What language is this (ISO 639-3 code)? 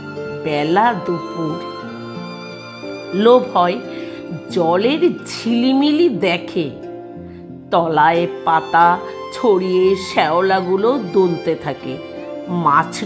ben